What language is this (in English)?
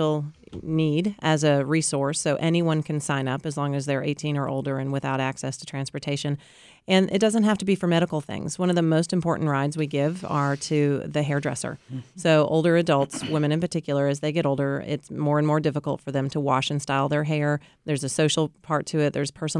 English